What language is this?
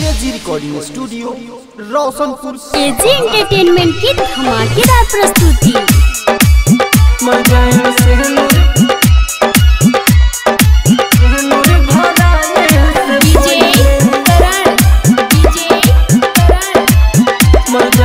Bhojpuri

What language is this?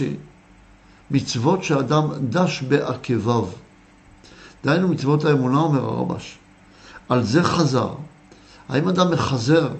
Hebrew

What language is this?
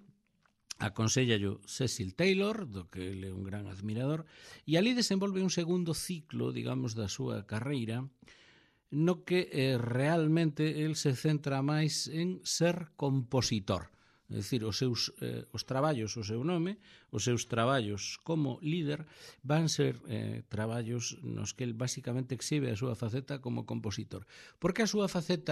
Galician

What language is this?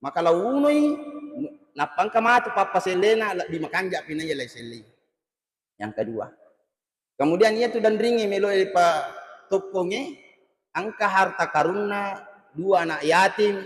Buginese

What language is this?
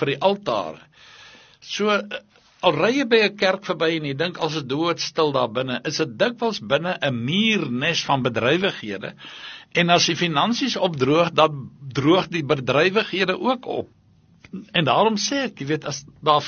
Afrikaans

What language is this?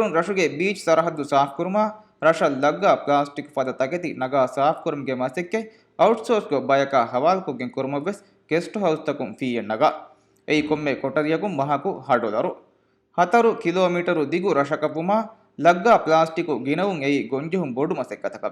Divehi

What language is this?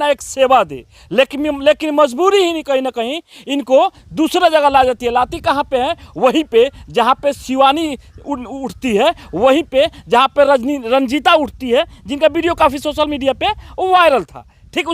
Bhojpuri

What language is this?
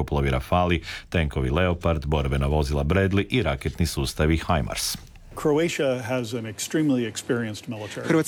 Croatian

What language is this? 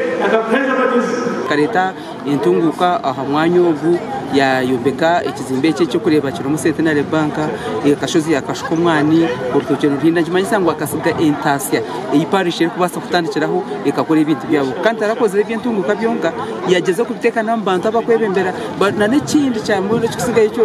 Nyankole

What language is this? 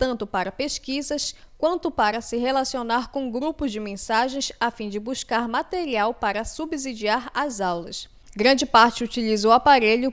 Portuguese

